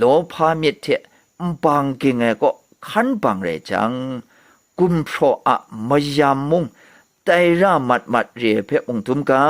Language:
Kachin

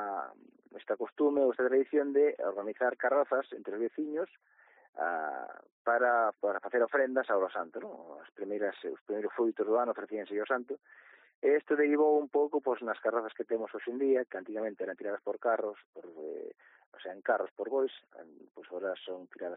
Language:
Galician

